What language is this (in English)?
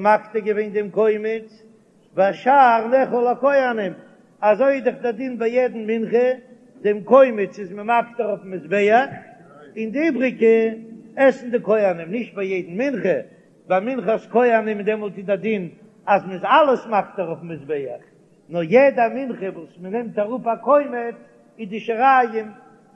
Yiddish